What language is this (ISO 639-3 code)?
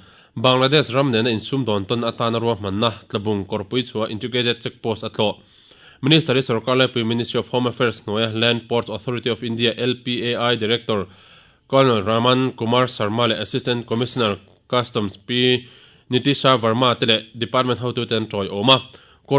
lus